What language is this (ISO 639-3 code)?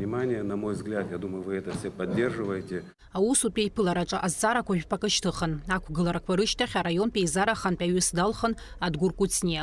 abk